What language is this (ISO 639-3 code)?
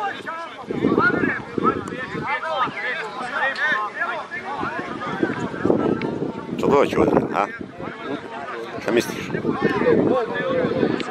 hrv